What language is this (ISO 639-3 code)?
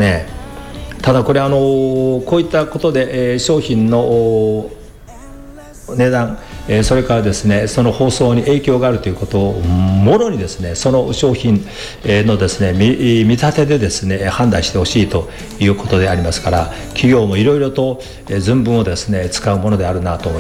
jpn